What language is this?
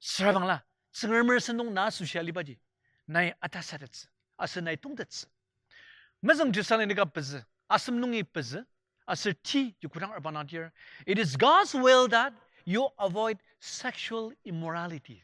Ao Naga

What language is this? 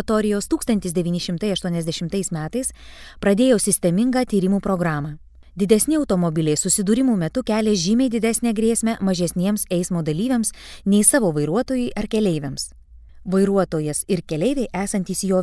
Lithuanian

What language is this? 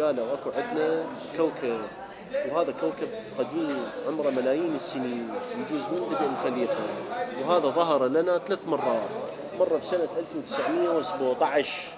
Mesopotamian Arabic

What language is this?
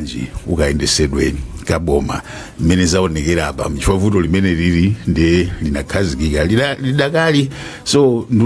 Nyanja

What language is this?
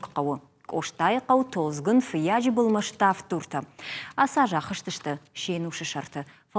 Ossetic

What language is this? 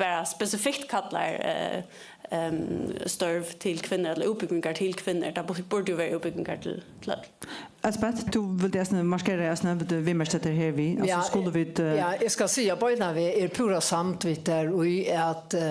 Faroese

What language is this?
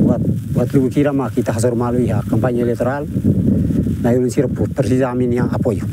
Tetum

